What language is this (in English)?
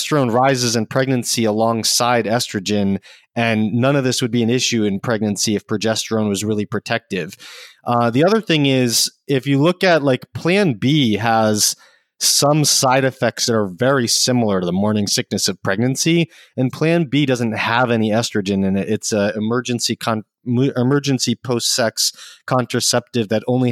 English